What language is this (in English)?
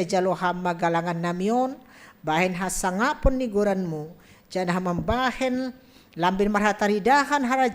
Batak Simalungun